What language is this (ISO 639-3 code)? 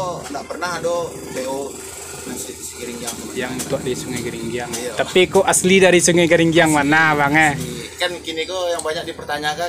min